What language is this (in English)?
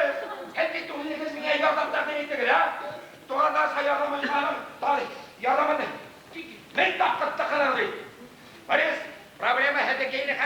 Bashkir